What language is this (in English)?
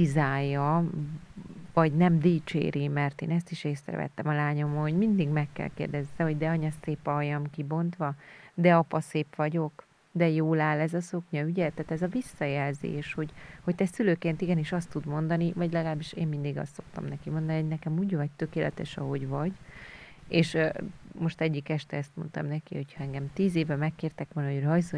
Hungarian